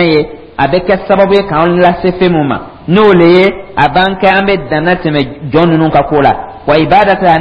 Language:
Dyula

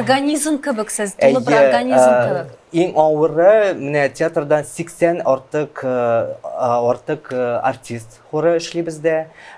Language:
Tatar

